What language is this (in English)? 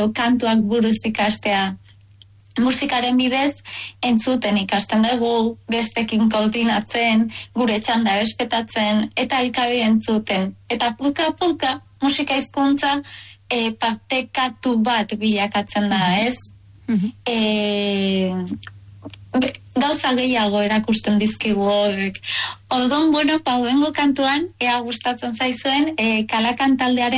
Basque